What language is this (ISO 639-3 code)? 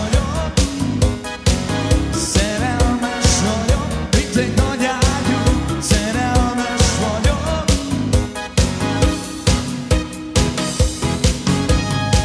hun